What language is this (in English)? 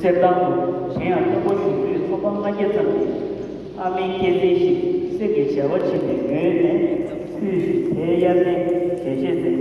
Tibetan